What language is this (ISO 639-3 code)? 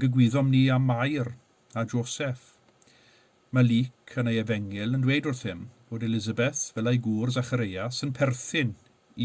cym